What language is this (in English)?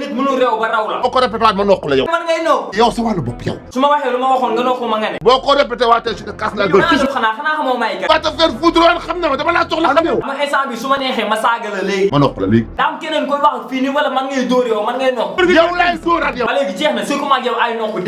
Wolof